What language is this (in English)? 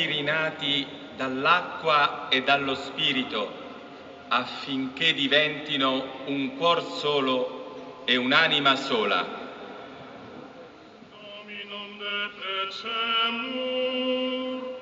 Italian